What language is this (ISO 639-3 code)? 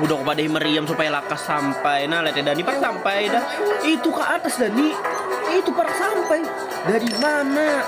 bjn